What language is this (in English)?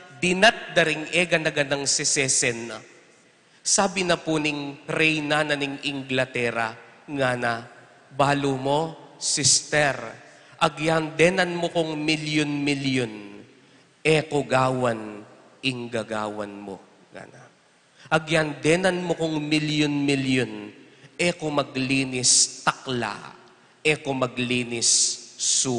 Pampanga